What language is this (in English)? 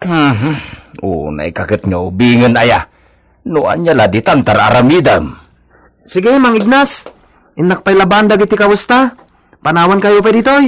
Iloko